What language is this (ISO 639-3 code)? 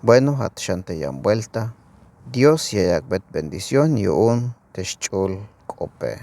tzh